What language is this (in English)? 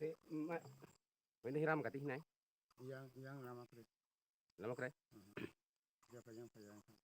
Kok Borok